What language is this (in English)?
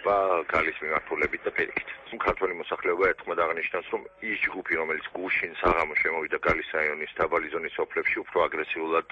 Georgian